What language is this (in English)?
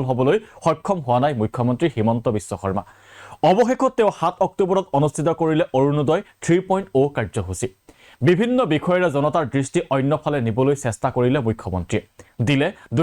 Assamese